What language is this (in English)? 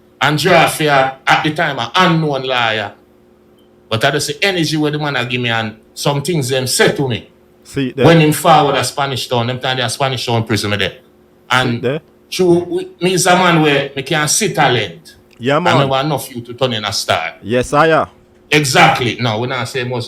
Jamaican Creole English